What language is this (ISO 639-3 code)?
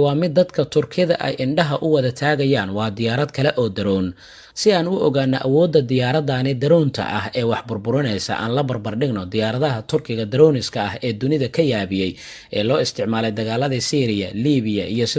som